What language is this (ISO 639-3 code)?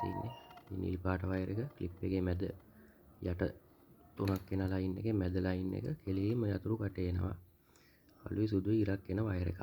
sin